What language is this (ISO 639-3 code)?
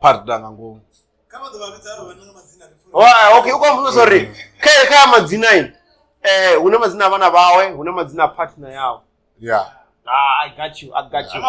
ven